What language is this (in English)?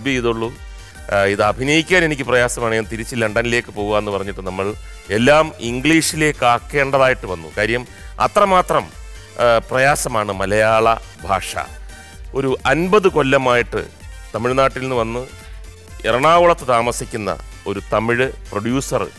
Malayalam